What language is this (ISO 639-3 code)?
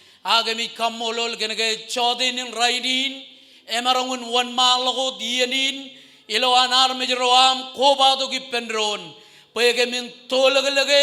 mah